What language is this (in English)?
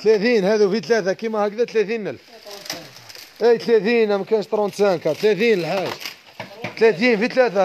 Algerian Arabic